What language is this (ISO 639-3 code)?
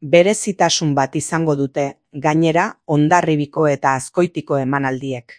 eus